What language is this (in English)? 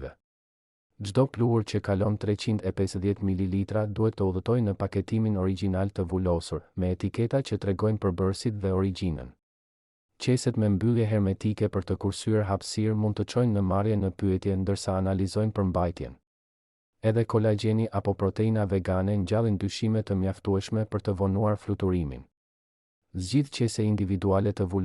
Albanian